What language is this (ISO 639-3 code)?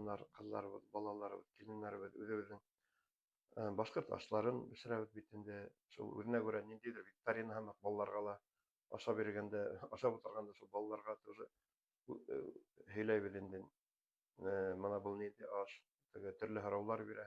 bak